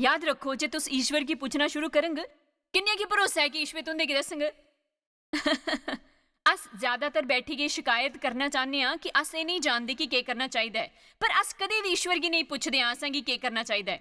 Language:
Dogri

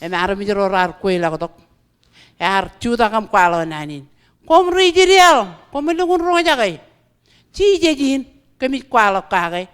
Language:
Marshallese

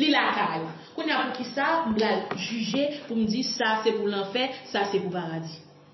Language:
Haitian Creole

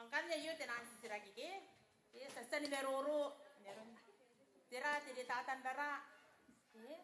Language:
Gilbertese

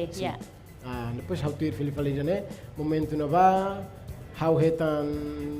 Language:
Tetum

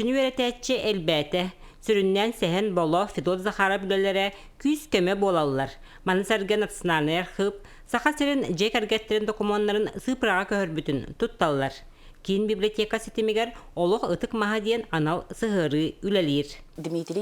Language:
Yakut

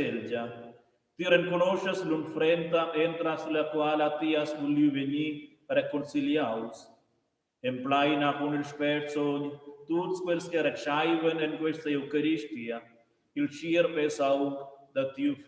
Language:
Romansh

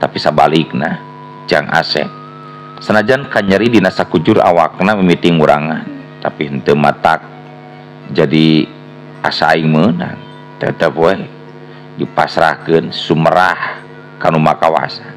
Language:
Sundanese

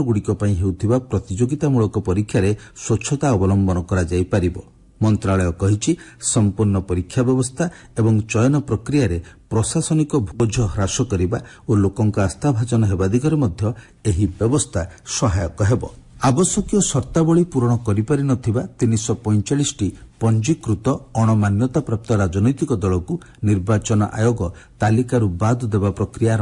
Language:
Odia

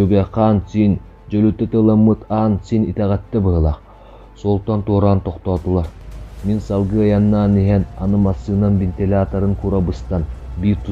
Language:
Yakut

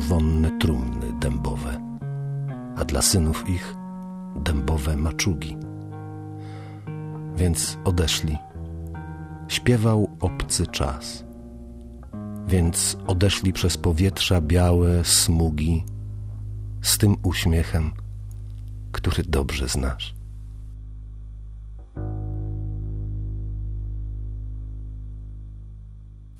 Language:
Polish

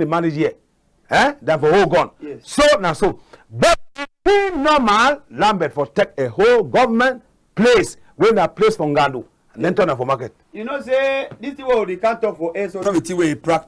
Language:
Cameroon Pidgin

